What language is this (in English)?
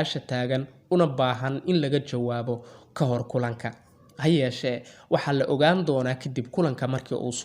Somali